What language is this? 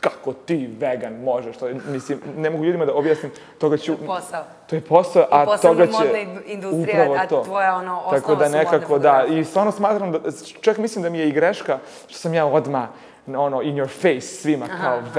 Serbian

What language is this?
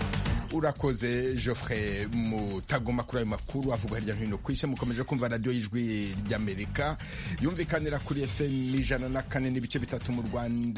Kinyarwanda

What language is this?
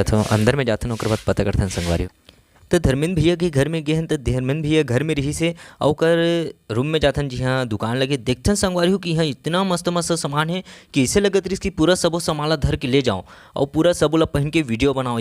Chhattisgarhi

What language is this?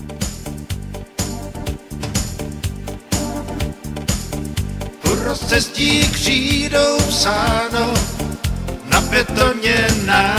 Czech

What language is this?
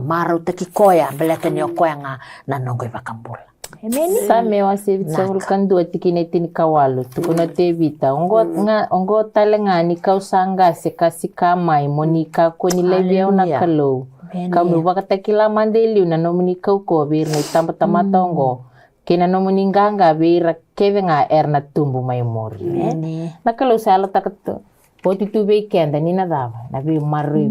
Fijian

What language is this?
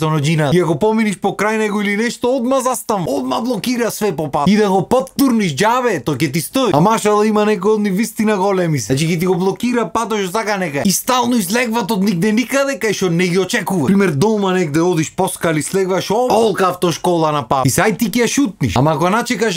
Macedonian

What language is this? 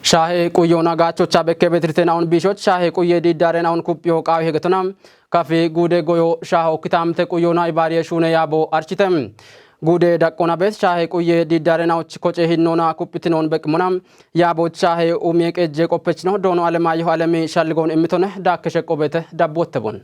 Kafa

